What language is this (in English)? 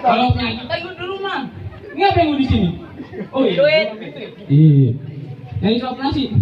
Betawi